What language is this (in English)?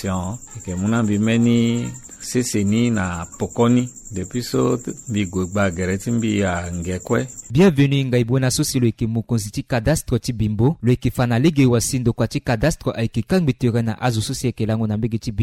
Sango